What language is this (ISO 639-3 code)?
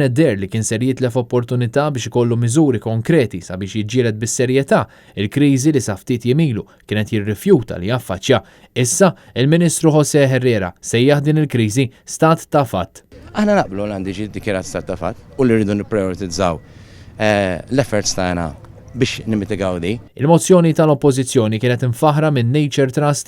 mlt